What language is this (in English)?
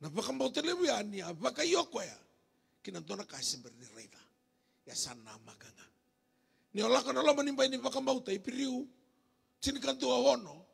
Fijian